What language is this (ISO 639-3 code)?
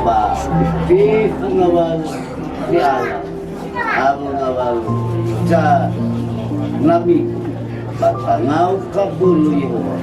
nia